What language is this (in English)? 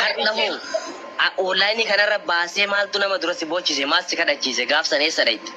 Oromo